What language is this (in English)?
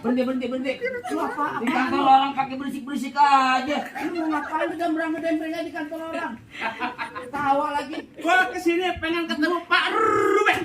Betawi